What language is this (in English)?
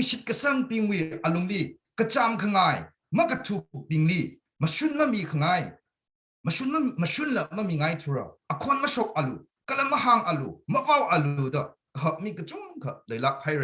Tangkhul Naga (India)